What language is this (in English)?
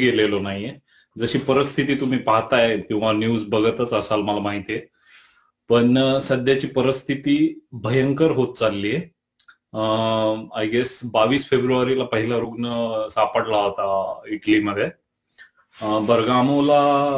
Marathi